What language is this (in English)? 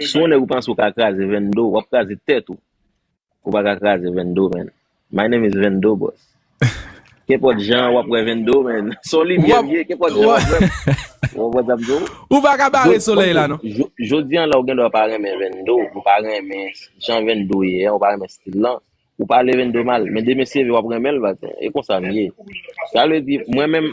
Haitian Creole